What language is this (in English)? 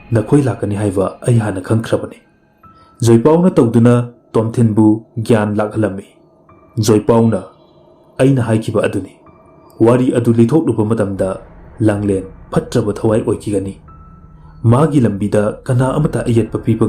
Manipuri